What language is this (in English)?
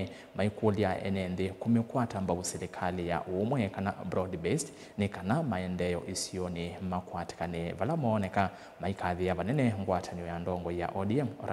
Kamba